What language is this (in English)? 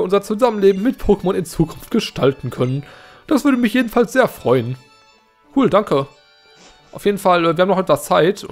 German